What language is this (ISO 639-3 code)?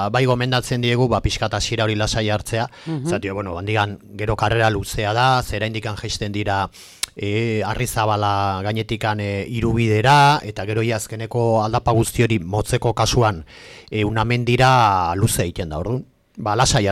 eus